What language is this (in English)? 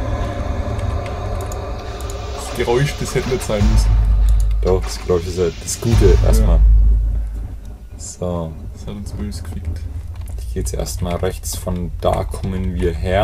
German